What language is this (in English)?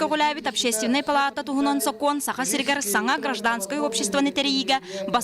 Yakut